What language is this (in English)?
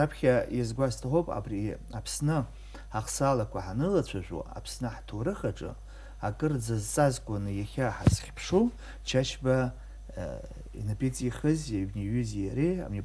Abkhazian